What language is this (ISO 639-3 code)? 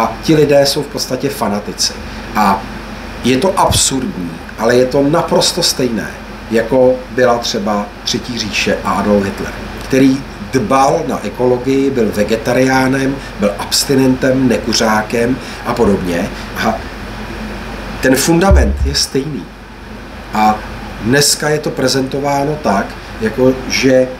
ces